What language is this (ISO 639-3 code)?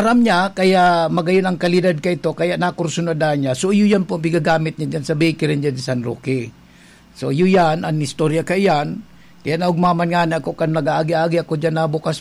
bik